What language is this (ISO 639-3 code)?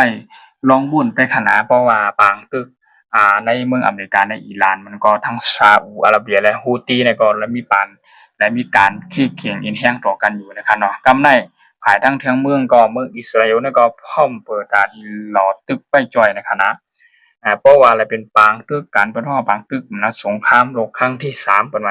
shn